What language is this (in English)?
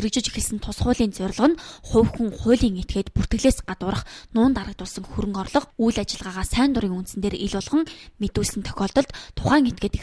Mongolian